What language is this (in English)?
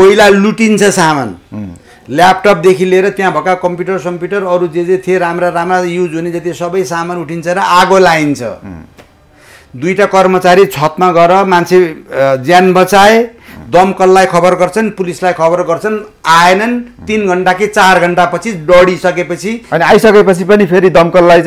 Nepali